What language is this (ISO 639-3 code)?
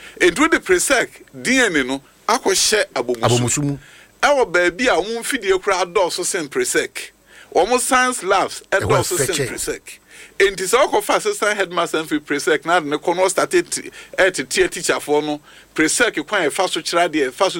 aka